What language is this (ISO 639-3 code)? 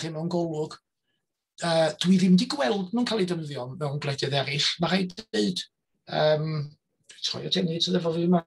cym